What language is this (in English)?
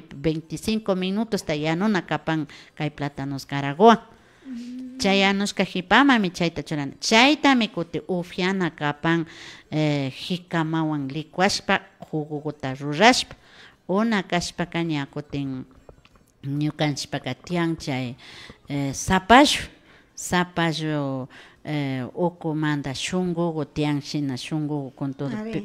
Imbabura Highland Quichua